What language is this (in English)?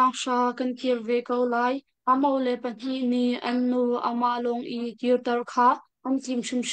Hakha Chin